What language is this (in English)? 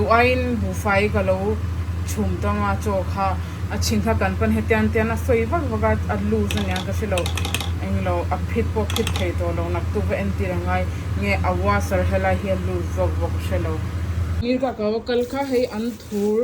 Mizo